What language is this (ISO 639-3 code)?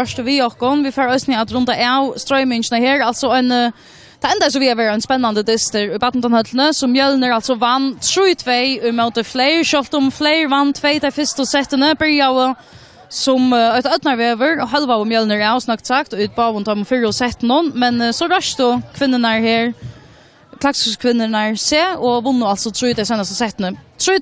fao